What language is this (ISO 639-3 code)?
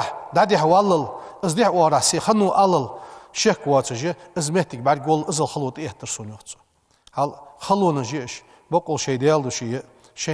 inh